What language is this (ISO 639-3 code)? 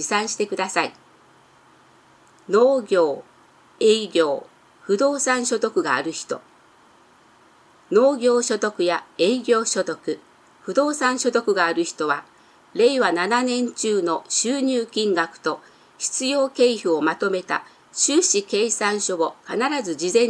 jpn